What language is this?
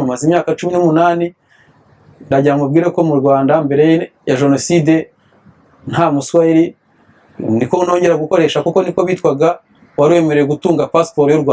Kinyarwanda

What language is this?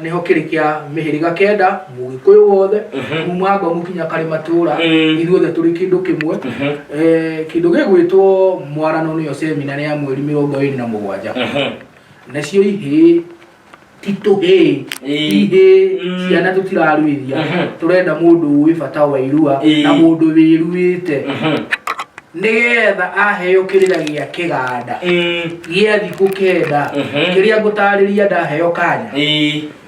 Kikuyu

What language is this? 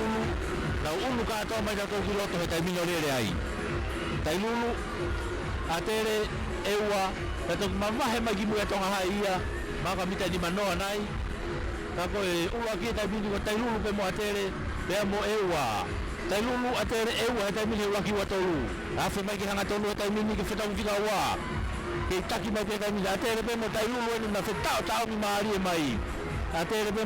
Tongan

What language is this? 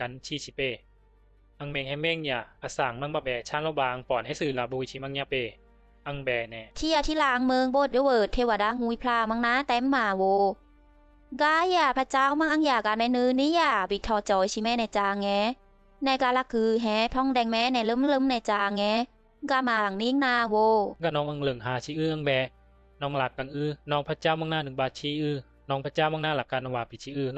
Bisu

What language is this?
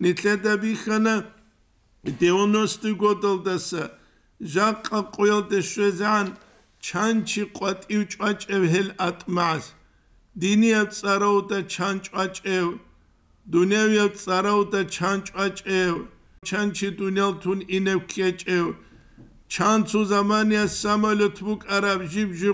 Avaric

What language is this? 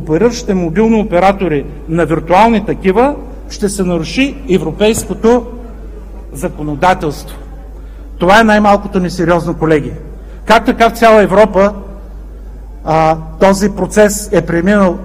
Bulgarian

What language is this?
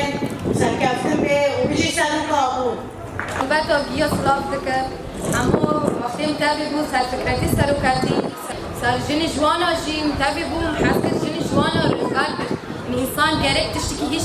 Kurdish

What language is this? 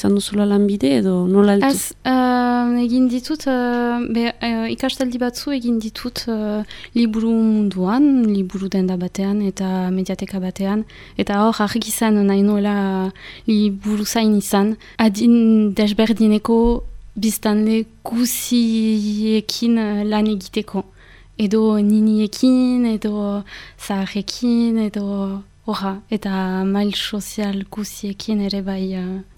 Basque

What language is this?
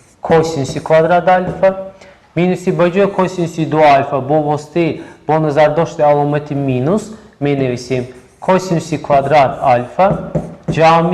Tajik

